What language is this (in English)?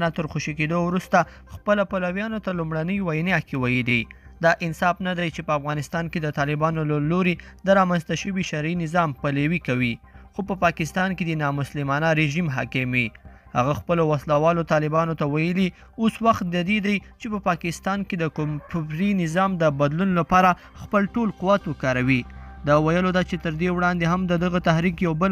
Pashto